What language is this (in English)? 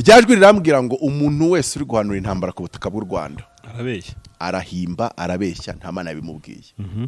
Kinyarwanda